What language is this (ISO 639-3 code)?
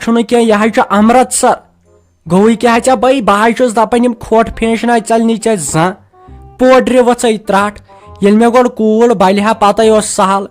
kas